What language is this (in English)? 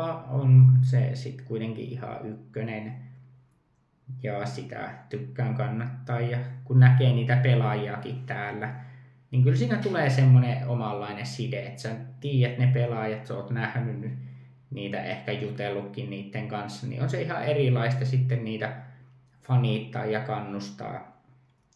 Finnish